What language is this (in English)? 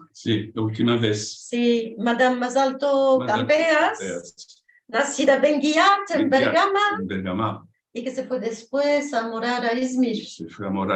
Ladino